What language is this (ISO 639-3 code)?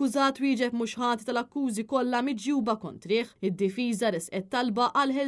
mlt